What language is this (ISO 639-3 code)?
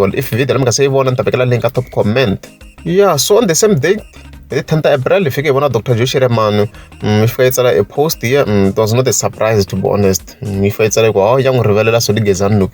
tso